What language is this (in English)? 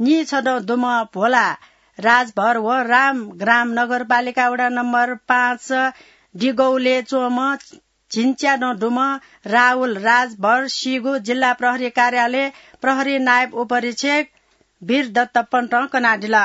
Newari